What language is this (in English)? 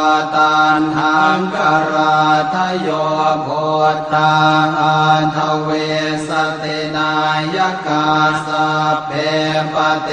Pali